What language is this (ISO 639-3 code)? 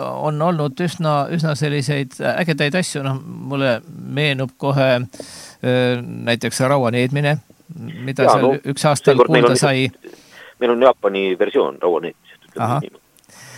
est